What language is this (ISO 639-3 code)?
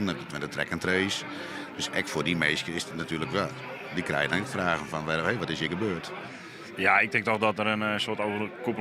fry